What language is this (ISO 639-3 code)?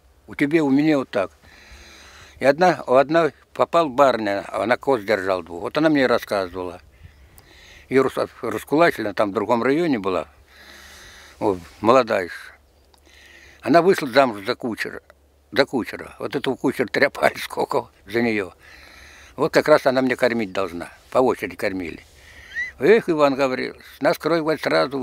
rus